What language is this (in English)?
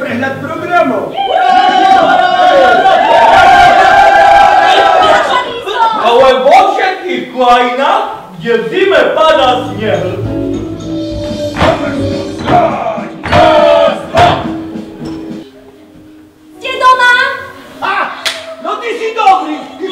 Slovak